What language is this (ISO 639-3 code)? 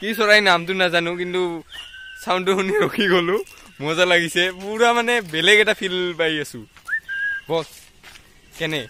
asm